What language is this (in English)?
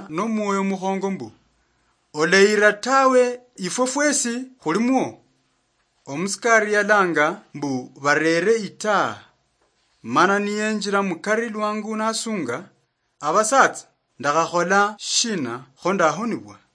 Luyia